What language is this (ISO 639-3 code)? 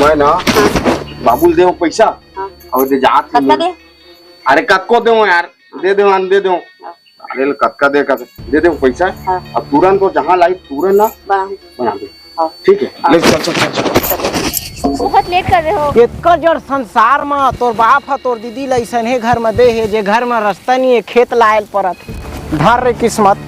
hne